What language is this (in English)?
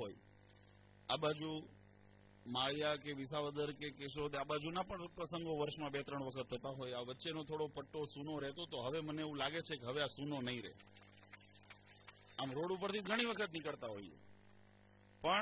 Gujarati